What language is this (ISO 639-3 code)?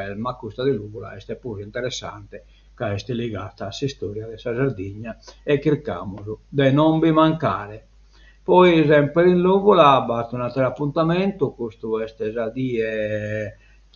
srd